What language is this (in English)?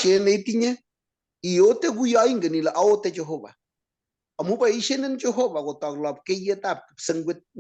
Kalenjin